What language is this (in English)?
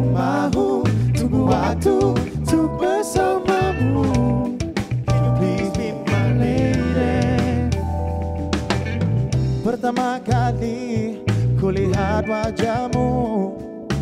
Malay